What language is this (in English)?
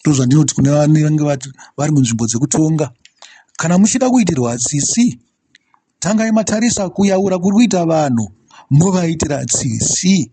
Shona